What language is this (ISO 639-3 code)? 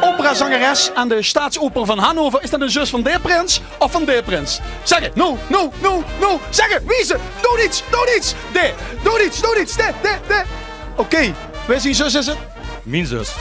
lim